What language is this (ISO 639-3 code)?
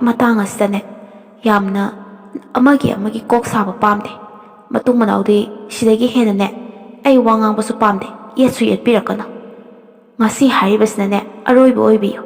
mni